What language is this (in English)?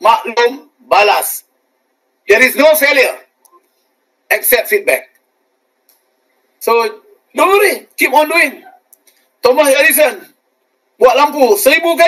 Malay